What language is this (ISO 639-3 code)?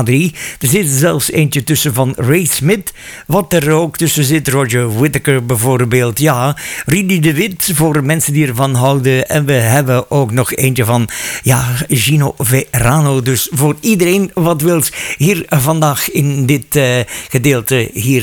nld